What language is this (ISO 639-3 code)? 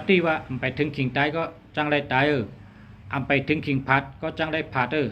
shn